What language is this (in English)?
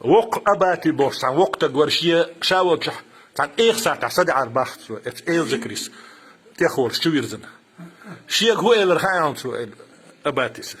Chechen